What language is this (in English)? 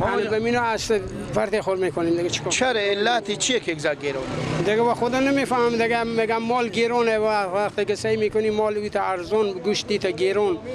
Persian